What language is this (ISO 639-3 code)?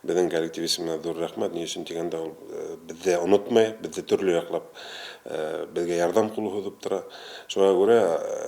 bak